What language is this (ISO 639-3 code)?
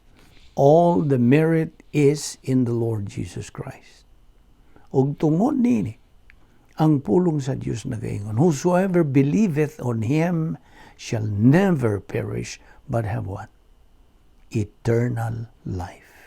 ceb